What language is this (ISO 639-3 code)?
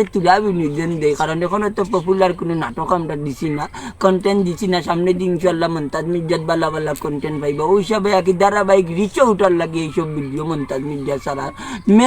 syl